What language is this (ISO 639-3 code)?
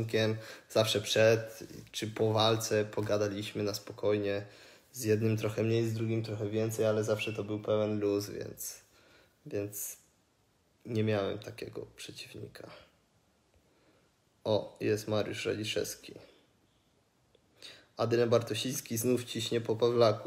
pol